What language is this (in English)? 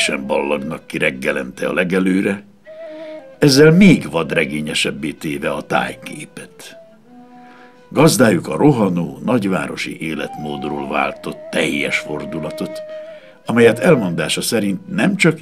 Hungarian